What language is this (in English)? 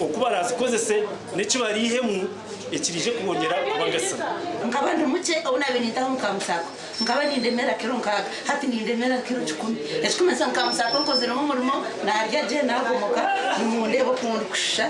Nyankole